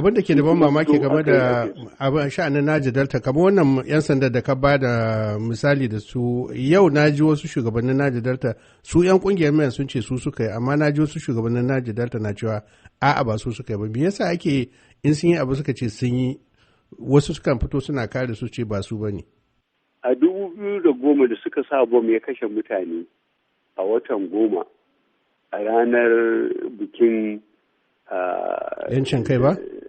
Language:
Hausa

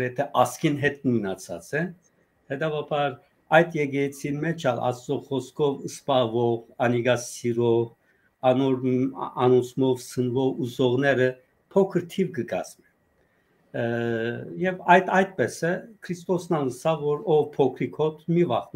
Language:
Western Armenian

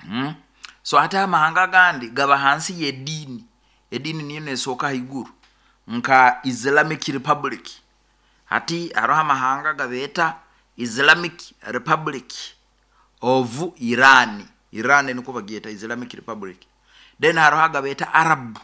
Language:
Nyoro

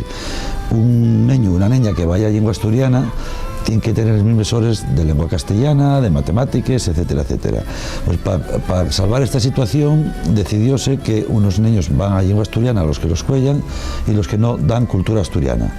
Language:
Asturian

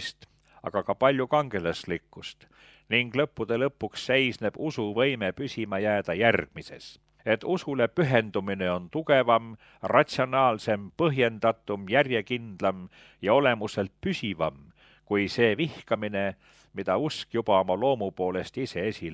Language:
Estonian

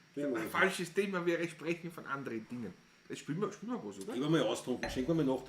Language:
Bavarian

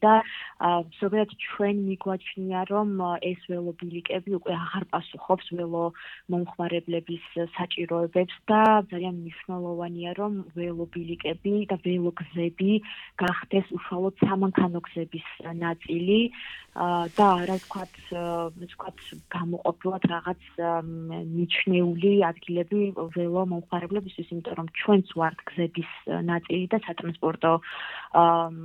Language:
Georgian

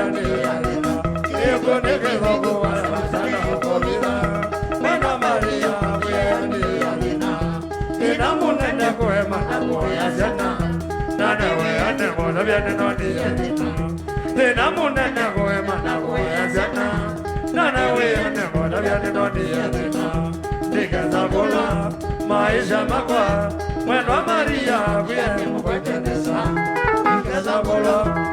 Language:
Kamba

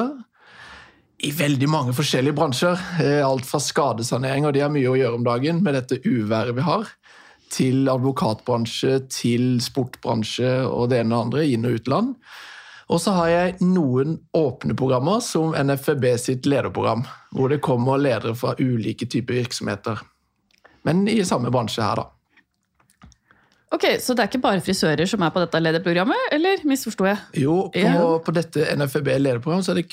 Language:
Norwegian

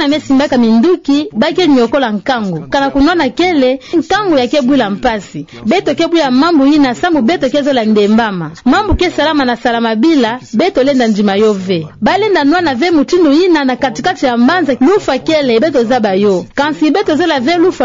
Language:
Kituba (Democratic Republic of Congo)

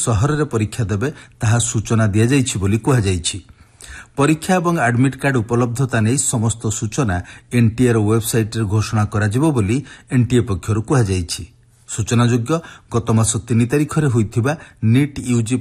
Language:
Odia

